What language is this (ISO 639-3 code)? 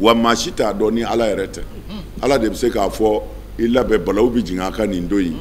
bam